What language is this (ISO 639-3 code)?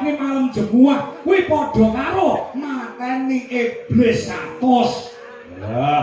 jav